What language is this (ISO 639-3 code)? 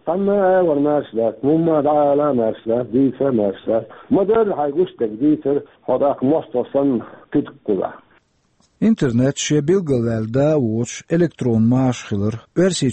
che